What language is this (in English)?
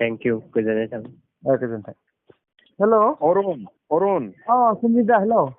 Bodo